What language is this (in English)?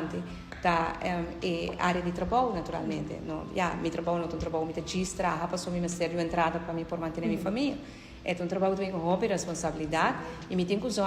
Papiamento